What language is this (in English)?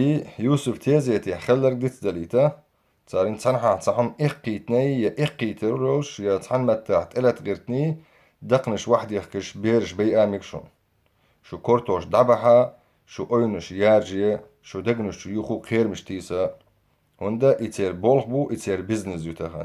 Chechen